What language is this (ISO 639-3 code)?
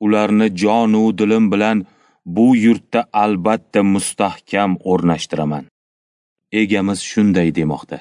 uzb